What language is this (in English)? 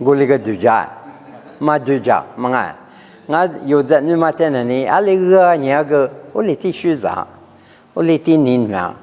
Lisu